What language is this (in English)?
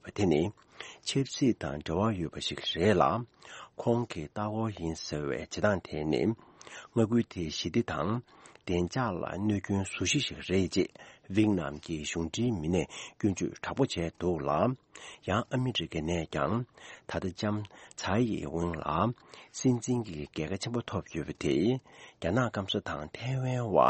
Tibetan